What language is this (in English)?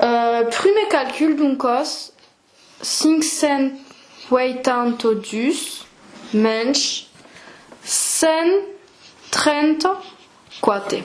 Occitan